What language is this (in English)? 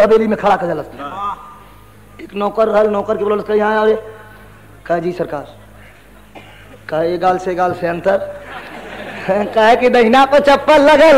Bhojpuri